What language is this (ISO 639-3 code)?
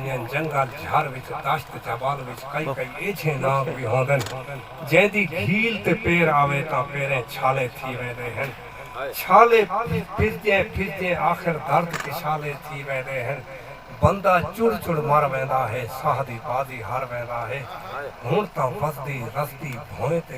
skr